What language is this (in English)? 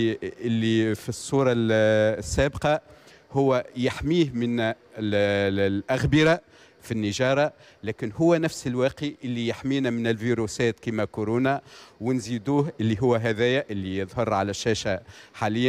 Tunisian Arabic